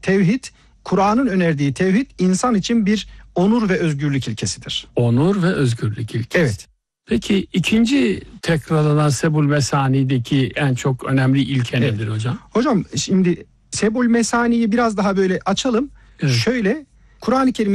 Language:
Turkish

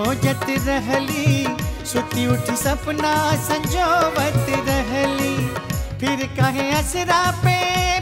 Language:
Bhojpuri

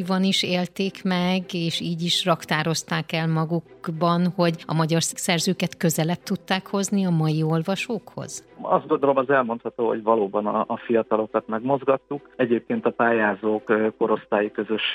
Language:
Hungarian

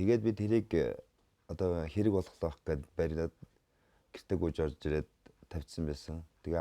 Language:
Mongolian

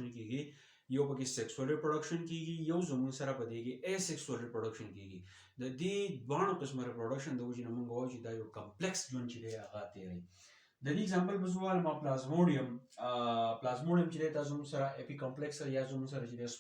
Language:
Pashto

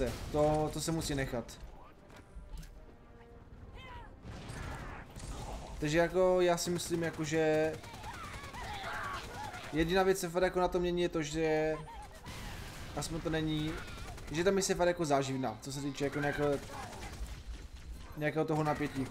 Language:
Czech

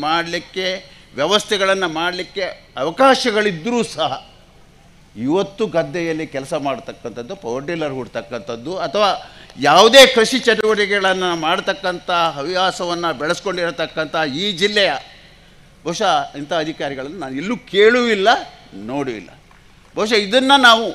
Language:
Kannada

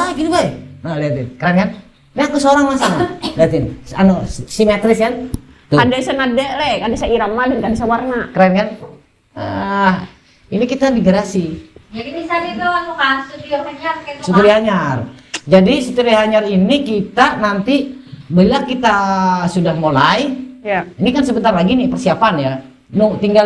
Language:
Banjar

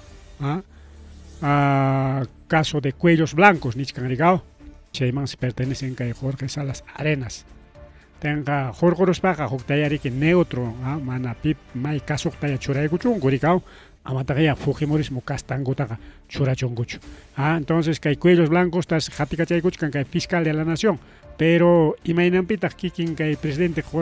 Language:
Ayacucho Quechua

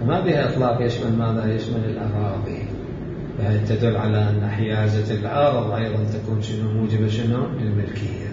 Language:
Mesopotamian Arabic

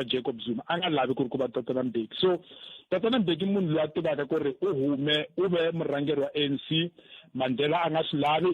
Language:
Tsonga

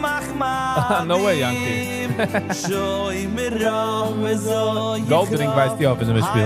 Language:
Yiddish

